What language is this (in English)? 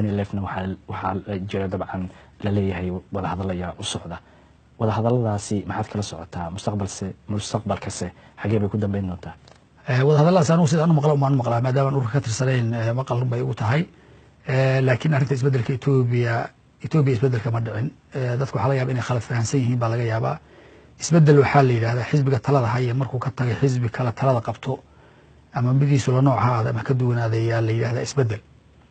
Somali